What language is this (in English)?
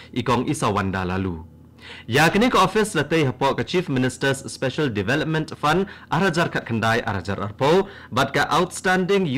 Khasi